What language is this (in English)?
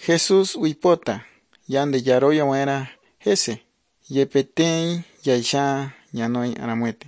Guarani